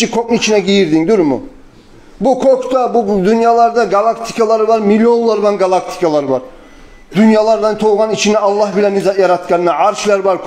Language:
Kumyk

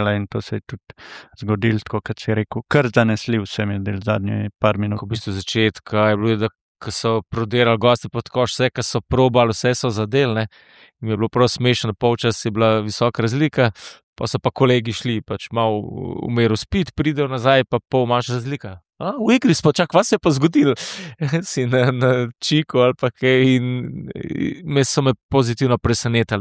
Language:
Slovenian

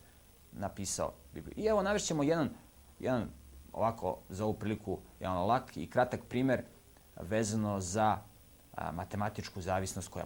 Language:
Serbian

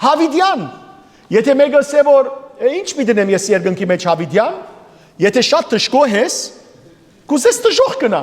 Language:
Western Armenian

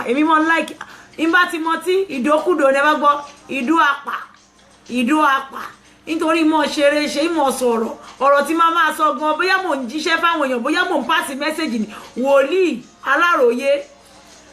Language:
Yoruba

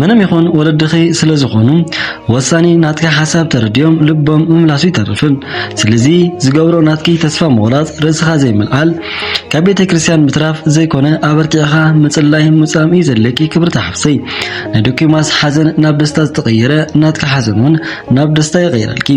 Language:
Tigrinya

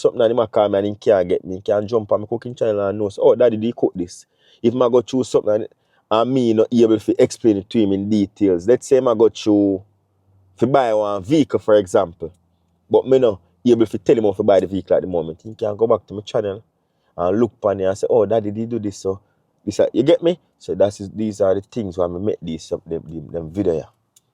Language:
Jamaican Creole English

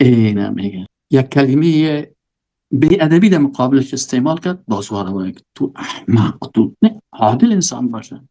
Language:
Persian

